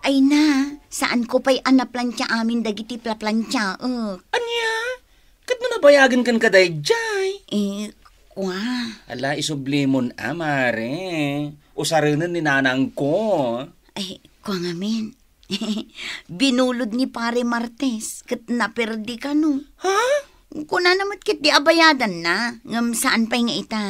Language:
Iloko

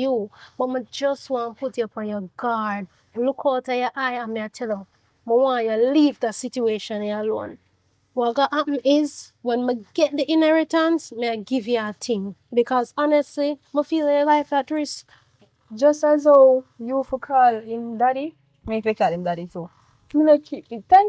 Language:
Jamaican Creole English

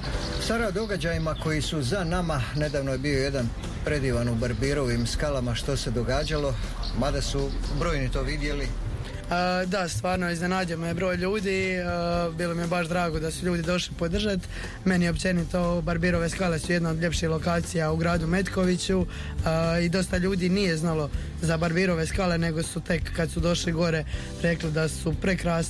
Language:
Croatian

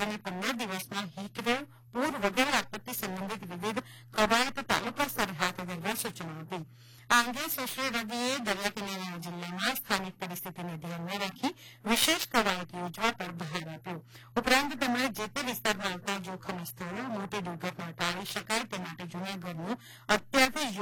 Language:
Gujarati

